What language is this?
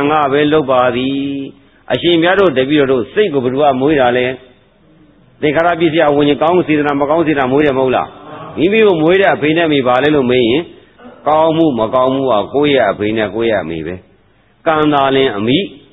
Burmese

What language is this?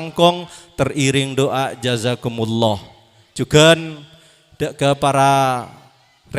Madurese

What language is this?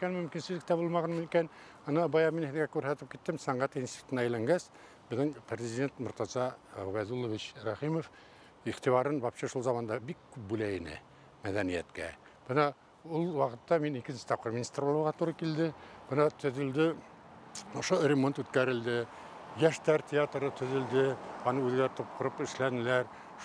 Bashkir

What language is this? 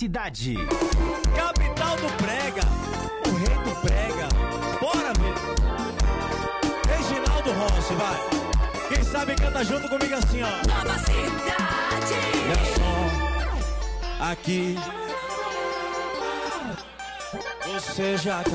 Portuguese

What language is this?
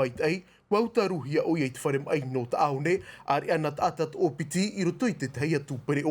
Tahitian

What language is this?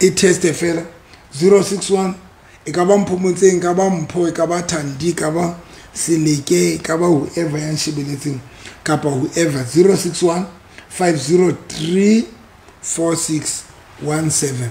Southern Sotho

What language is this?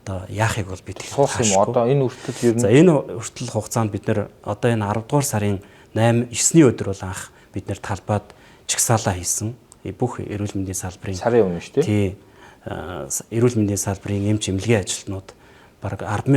Mongolian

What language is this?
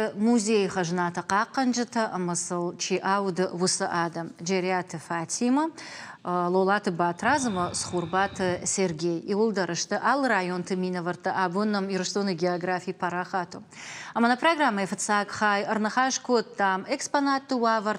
Ossetic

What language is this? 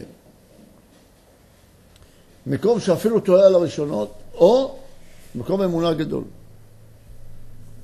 Hebrew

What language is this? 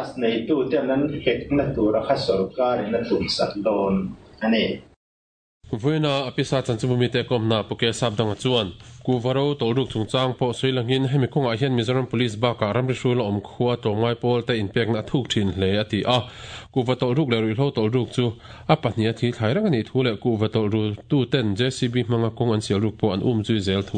Mizo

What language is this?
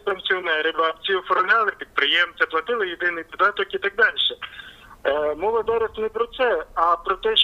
Ukrainian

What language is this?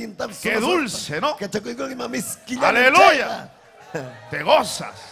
Ayacucho Quechua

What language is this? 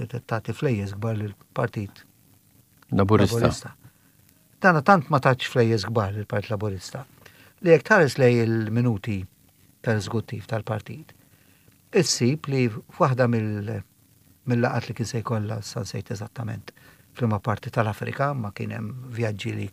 Maltese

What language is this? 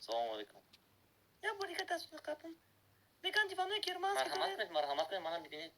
Tajik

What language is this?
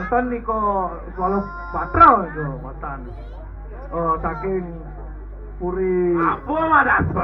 Balinese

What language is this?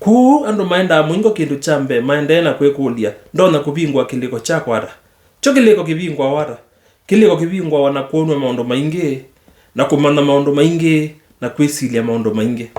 Kamba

